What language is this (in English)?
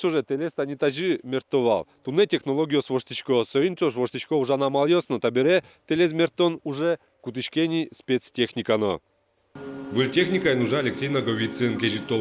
Udmurt